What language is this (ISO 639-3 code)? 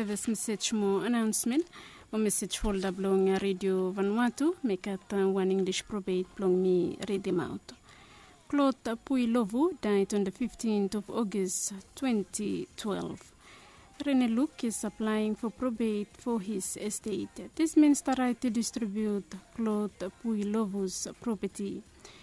bis